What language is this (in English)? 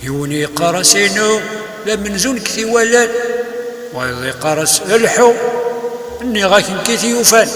Kabyle